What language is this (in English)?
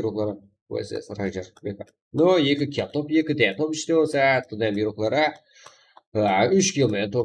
Kara-Kalpak